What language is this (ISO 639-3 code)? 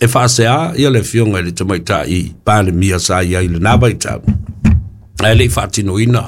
smo